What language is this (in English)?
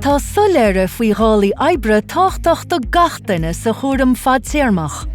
Irish